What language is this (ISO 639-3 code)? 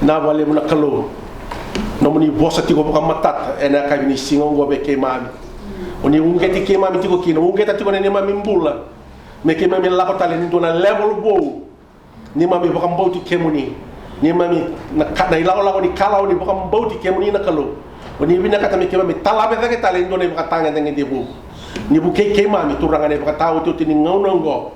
fij